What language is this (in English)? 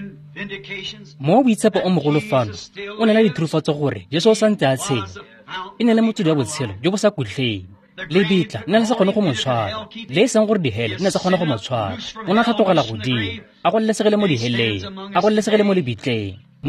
Tswana